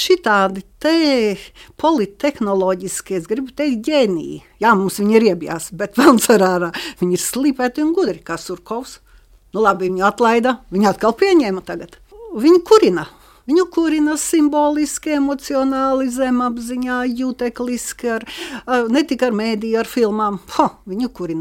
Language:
Latvian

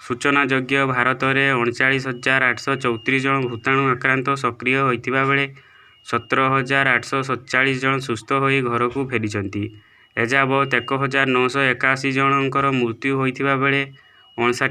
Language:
Odia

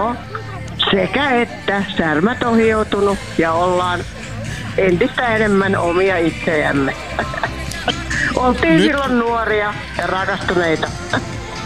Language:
Finnish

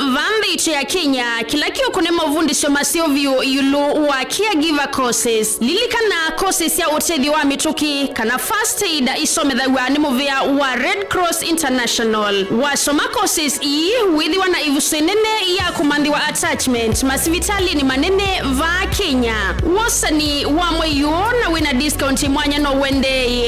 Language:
Kamba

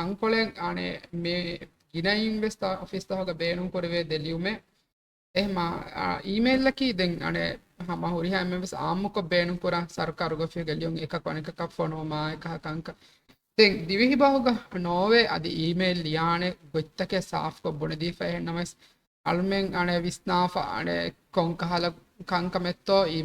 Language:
Divehi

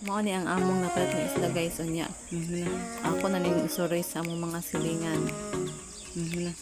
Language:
Cebuano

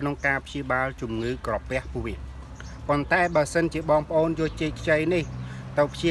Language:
Khmer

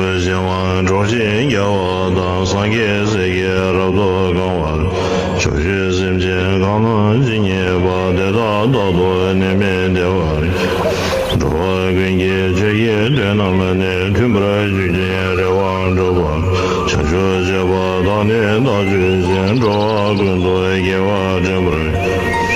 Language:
Tibetan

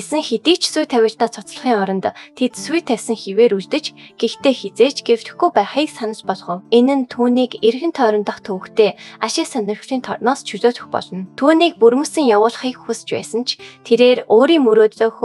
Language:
Mongolian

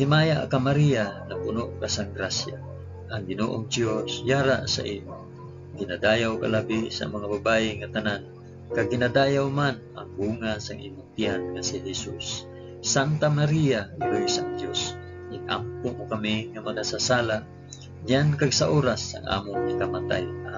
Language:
Hiligaynon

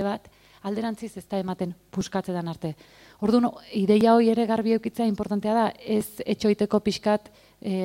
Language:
Basque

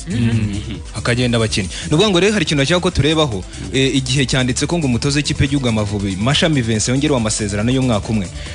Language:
Kinyarwanda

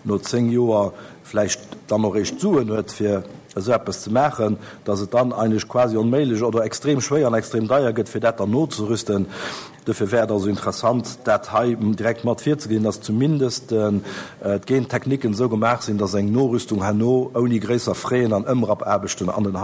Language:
Luxembourgish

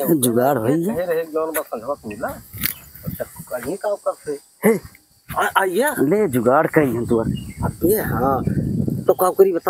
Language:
Awadhi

